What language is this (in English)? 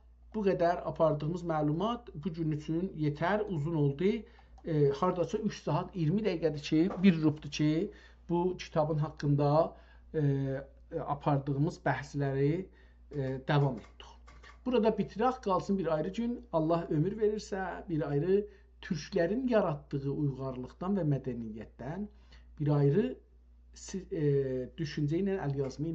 South Azerbaijani